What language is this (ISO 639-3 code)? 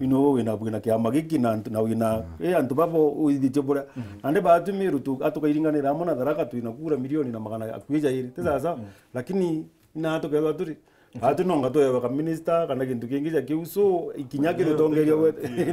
mer